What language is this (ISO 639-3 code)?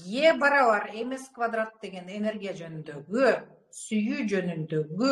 kir